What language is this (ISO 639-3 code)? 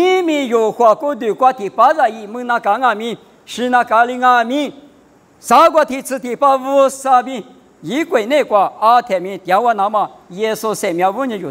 lis